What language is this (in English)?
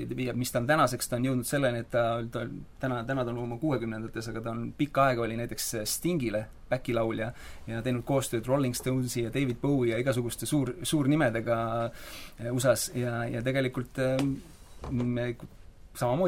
Estonian